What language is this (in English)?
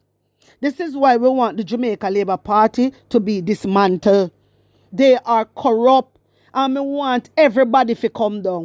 Jamaican Creole English